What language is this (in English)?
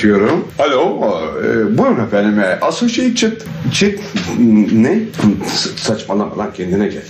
Turkish